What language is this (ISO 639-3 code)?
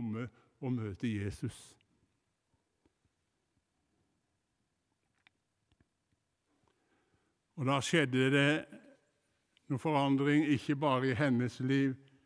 nor